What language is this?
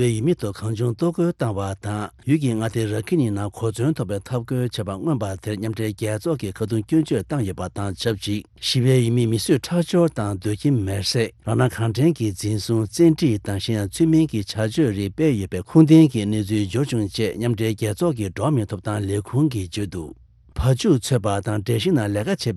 Tibetan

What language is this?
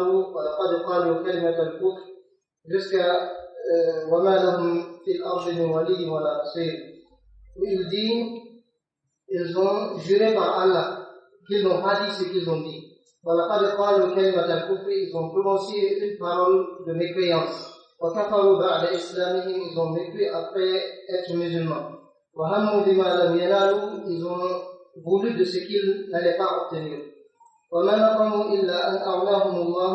Pular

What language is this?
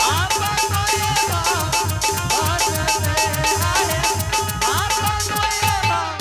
Angika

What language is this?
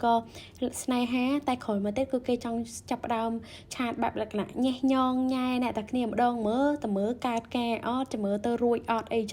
Khmer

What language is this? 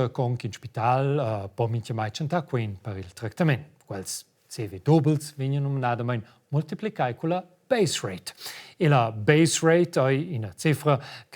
Romansh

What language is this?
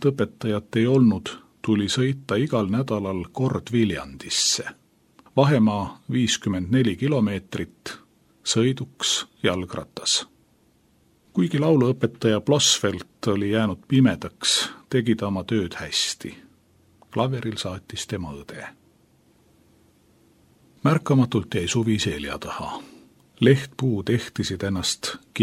Estonian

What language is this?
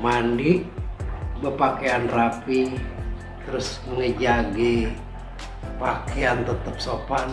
Betawi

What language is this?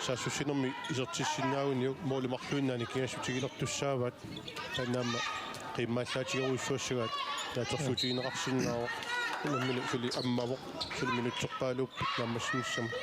Kalaallisut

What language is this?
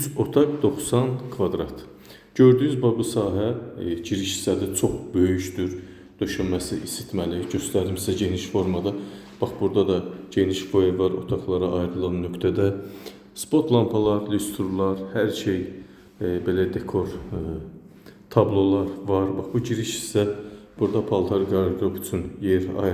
Azerbaijani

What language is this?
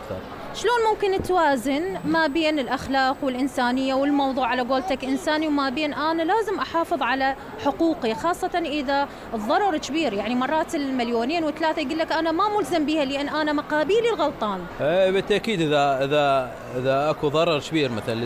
Mesopotamian Arabic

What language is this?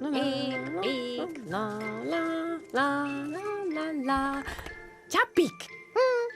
Romansh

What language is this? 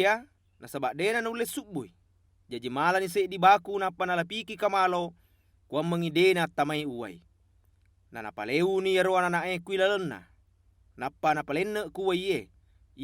Buginese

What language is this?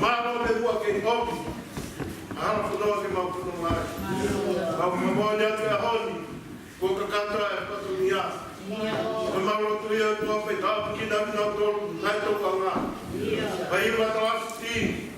Tongan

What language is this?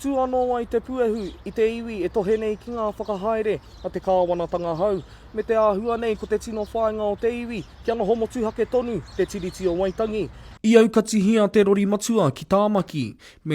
Māori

